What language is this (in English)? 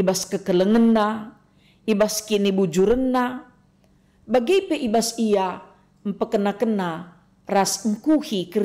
Batak Karo